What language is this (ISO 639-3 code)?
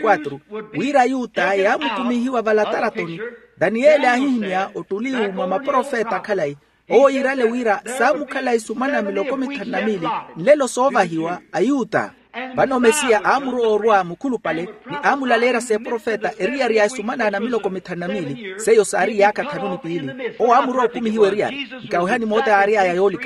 vmw